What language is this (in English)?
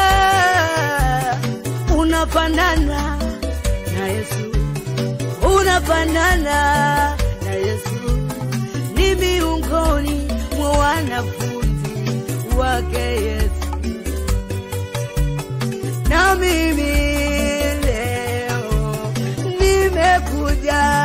Swahili